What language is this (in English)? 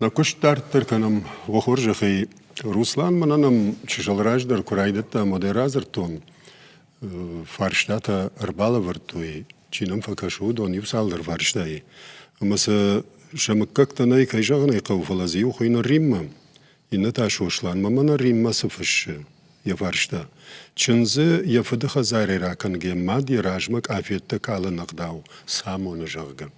Ossetic